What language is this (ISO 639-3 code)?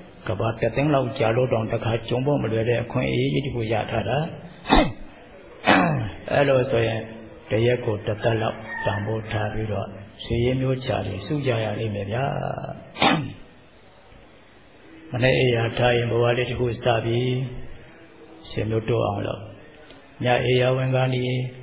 mya